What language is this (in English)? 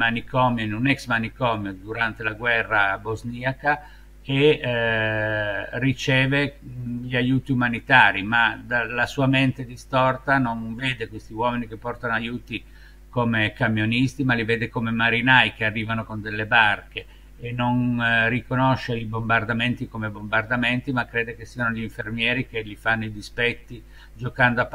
Italian